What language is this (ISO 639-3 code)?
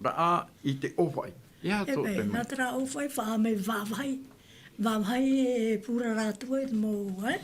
tah